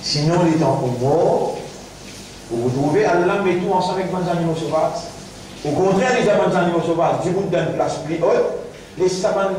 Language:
Morisyen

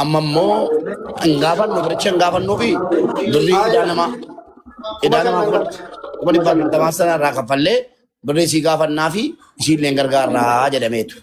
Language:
Oromo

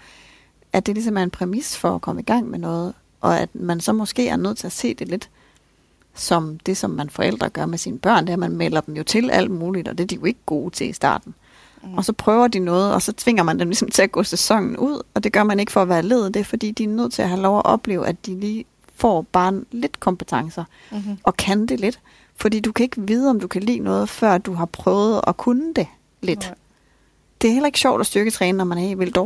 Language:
Danish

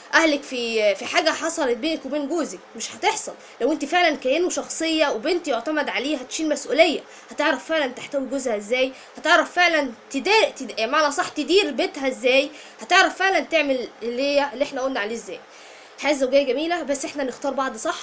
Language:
Egyptian Arabic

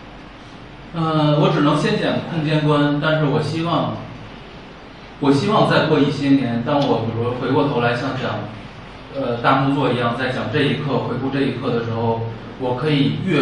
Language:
Chinese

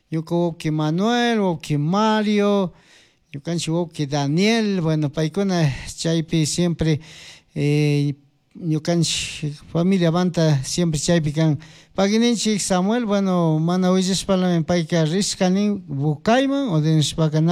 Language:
Chimborazo Highland Quichua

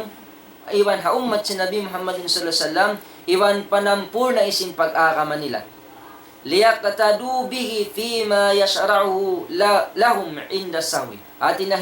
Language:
Tausug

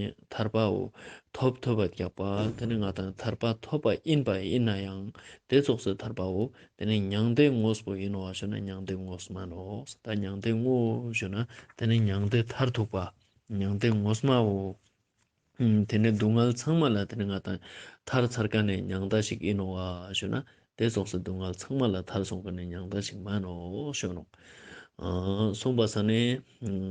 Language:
Ladakhi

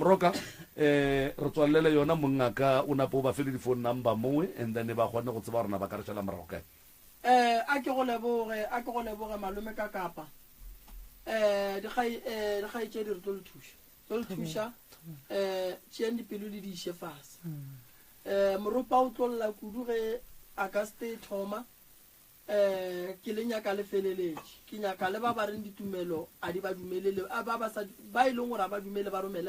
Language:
Northern Sotho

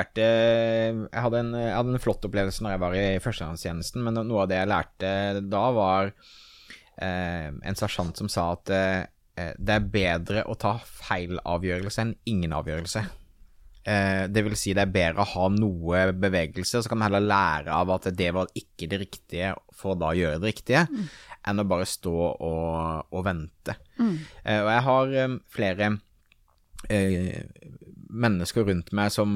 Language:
Norwegian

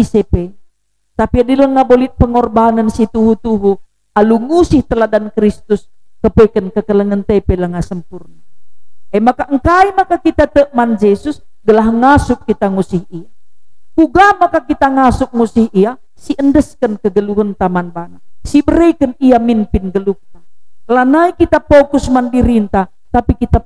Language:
Batak Karo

